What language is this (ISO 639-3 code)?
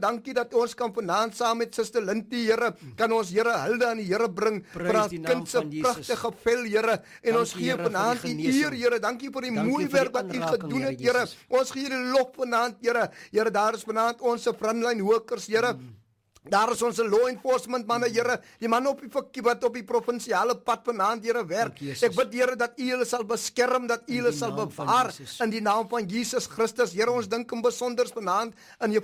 afr